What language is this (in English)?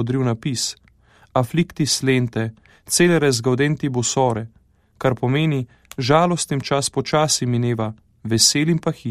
Slovenian